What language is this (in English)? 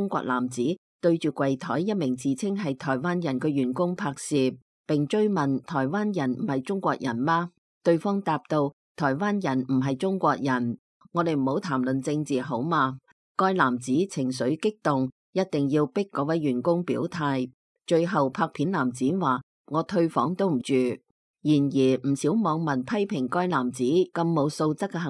Cantonese